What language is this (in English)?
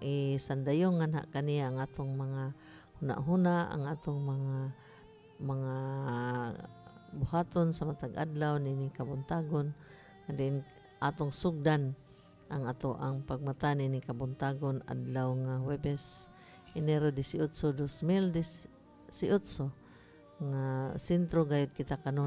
Cebuano